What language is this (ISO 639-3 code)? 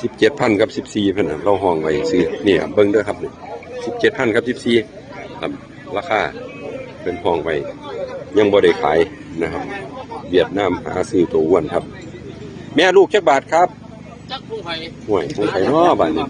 tts